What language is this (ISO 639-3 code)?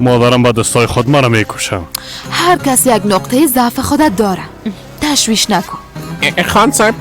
fas